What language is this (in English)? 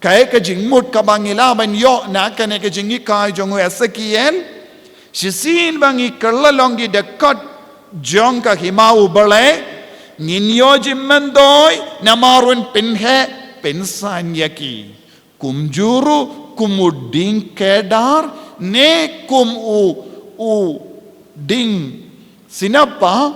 Khasi